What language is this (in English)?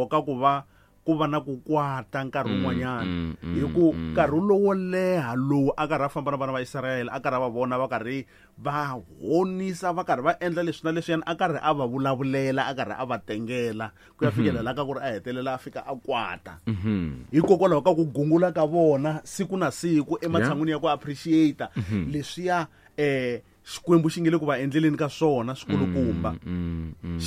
Tsonga